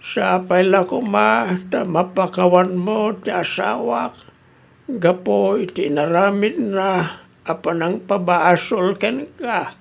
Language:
Iloko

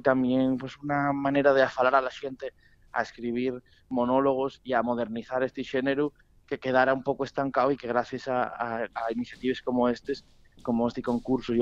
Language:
Asturian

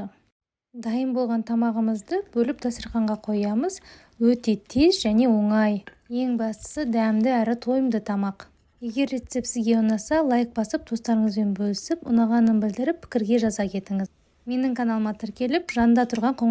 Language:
Kazakh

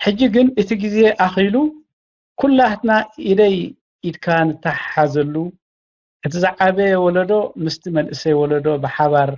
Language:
Tigrinya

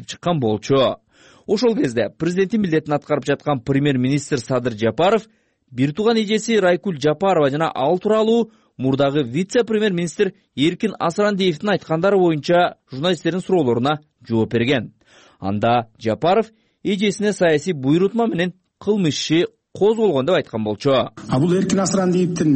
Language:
Kyrgyz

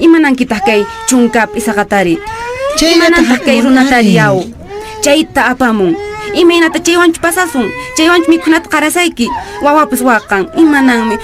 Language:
Quechua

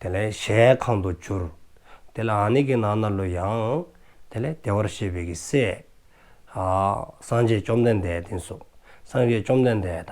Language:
Dzongkha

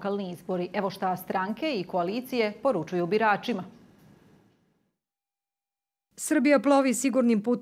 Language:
Serbian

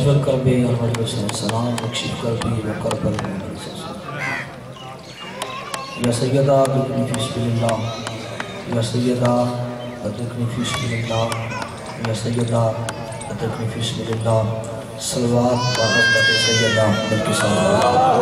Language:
Urdu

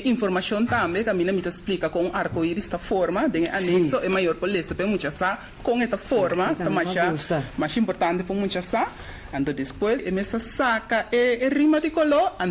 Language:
Papiamento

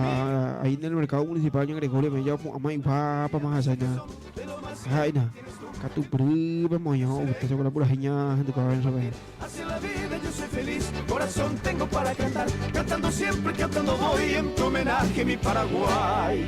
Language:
Guarani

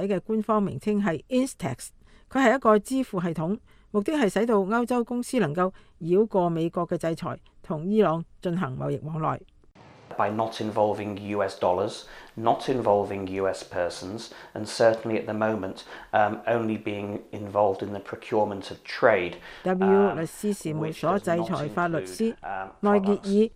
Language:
Cantonese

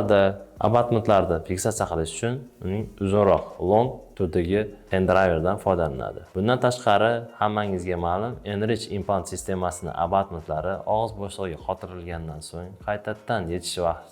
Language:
Uzbek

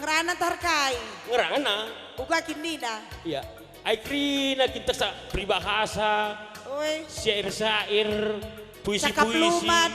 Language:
Batak Karo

